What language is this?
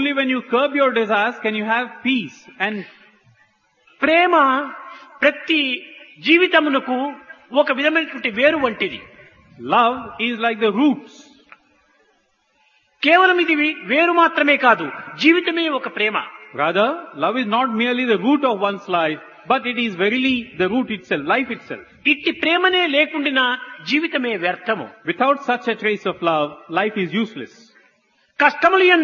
Telugu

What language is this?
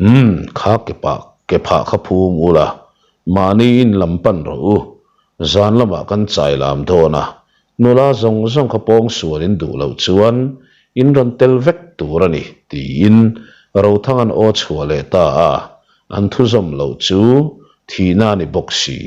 Mizo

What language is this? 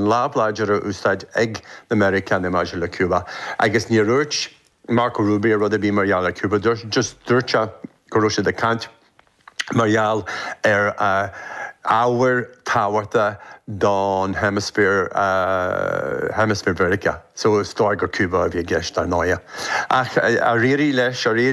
Irish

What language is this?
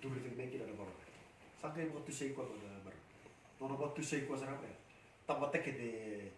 Fijian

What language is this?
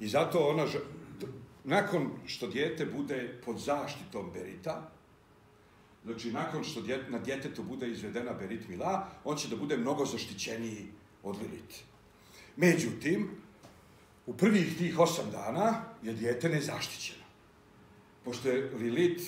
Serbian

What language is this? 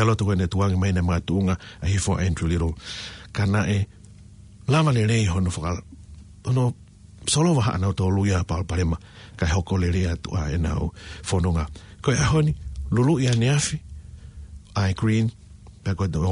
Tongan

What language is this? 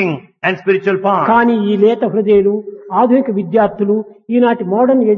Telugu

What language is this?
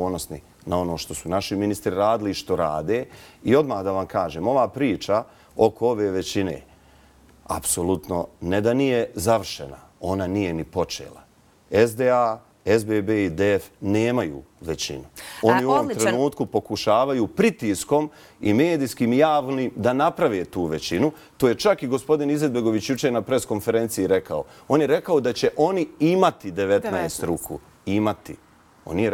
Bosnian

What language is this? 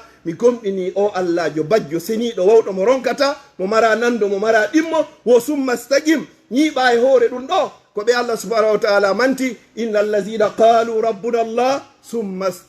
Fula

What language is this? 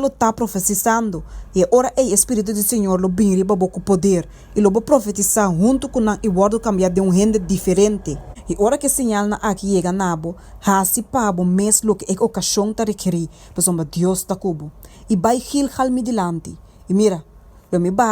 Papiamento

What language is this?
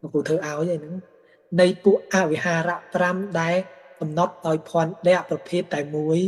Khmer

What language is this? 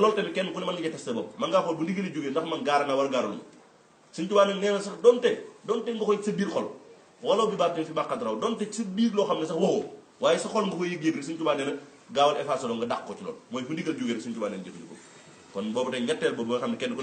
Wolof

